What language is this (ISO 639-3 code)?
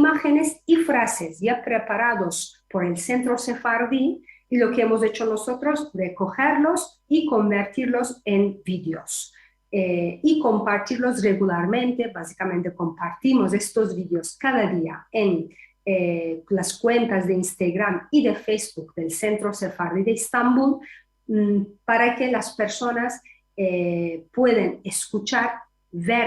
lad